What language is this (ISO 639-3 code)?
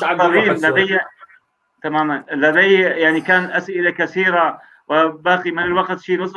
apc